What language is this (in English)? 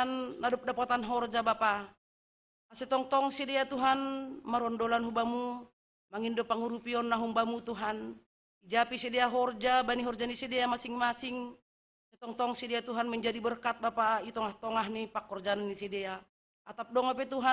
Batak Simalungun